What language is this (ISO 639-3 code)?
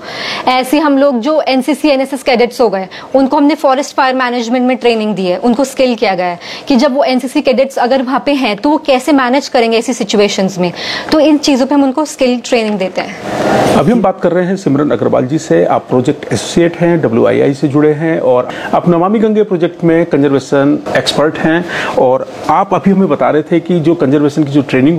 hin